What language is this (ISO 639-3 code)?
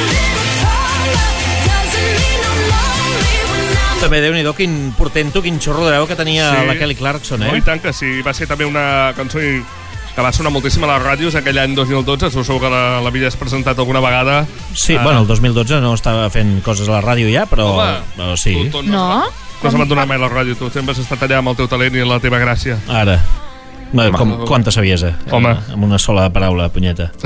cat